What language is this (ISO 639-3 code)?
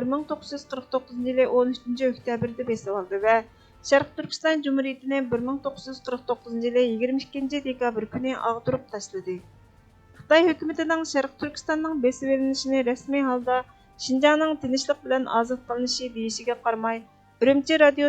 uig